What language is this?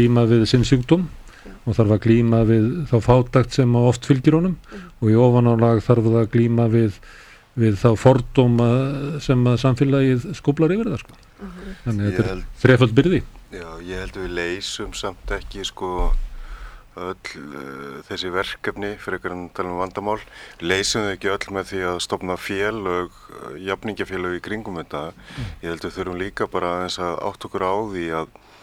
Icelandic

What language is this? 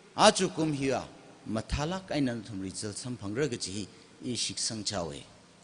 Tangkhul Naga (India)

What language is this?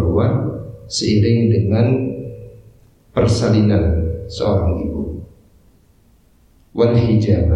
Indonesian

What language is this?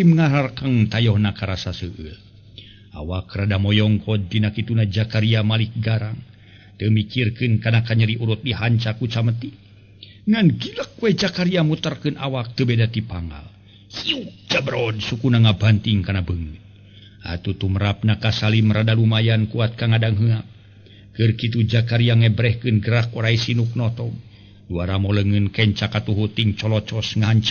Sundanese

